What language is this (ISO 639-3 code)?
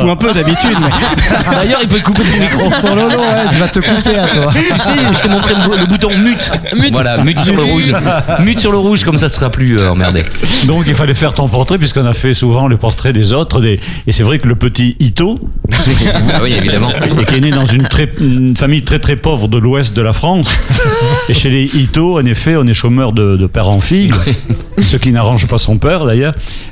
fra